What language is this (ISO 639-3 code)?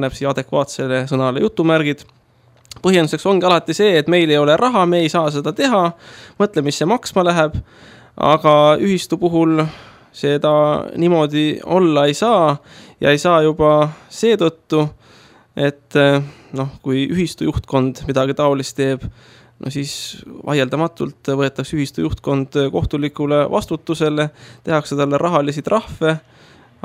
est